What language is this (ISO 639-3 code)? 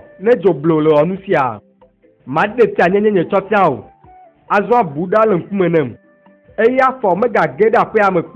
ewe